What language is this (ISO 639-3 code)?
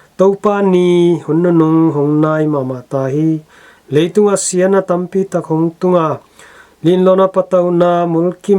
ctd